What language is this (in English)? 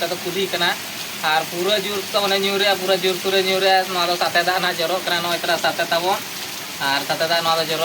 Santali